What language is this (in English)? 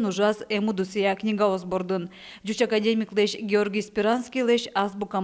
Udmurt